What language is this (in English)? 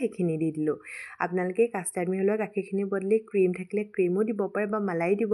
Assamese